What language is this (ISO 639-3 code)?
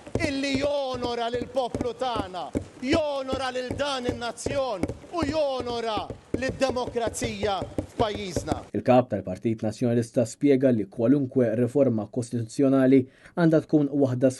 mlt